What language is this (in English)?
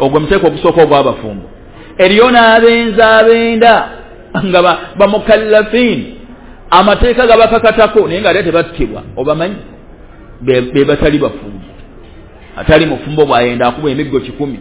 Ganda